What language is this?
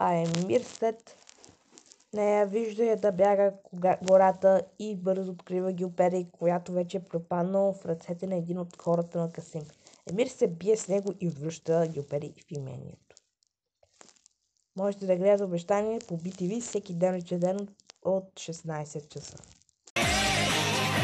Bulgarian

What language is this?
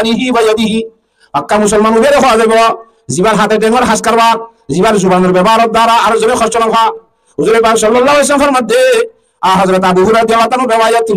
Rohingya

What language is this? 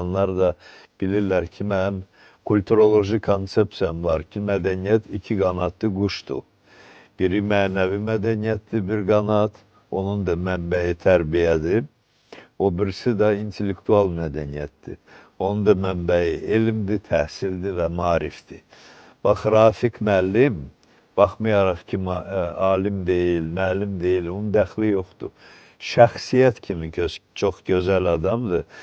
Azerbaijani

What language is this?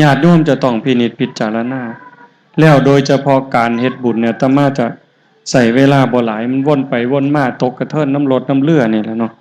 Northeastern Thai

